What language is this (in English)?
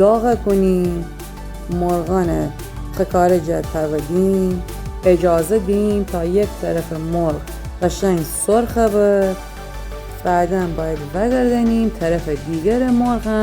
Gilaki